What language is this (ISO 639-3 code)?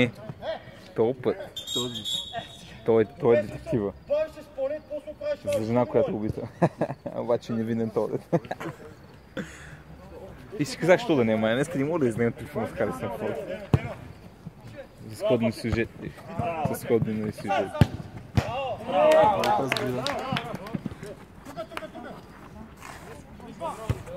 bul